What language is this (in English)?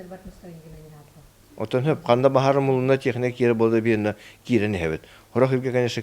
Yakut